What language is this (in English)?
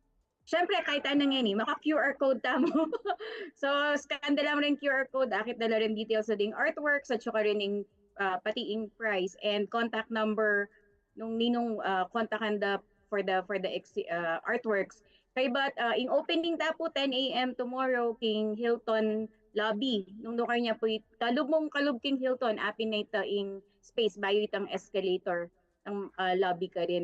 Pampanga